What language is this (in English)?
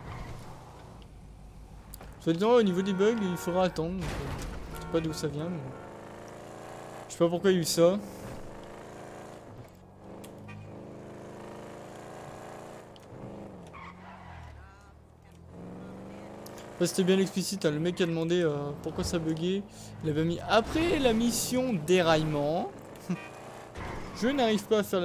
French